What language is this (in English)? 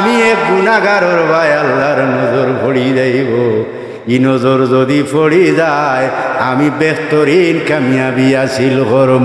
Sylheti